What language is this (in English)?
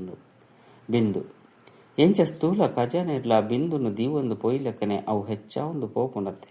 Tulu